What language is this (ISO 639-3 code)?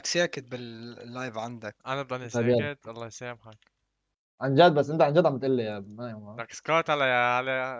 apc